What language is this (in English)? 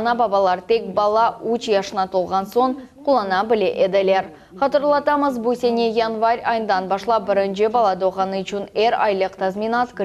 Crimean Tatar